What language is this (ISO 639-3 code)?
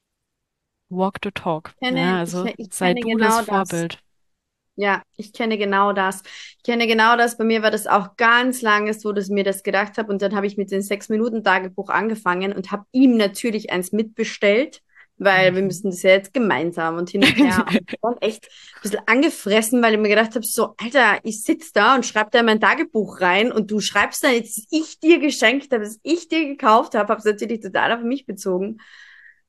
deu